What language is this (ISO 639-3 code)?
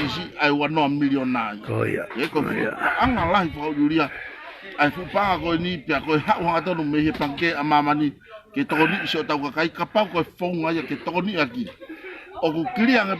ton